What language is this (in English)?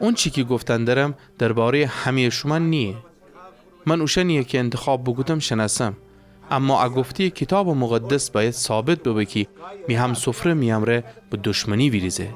Gilaki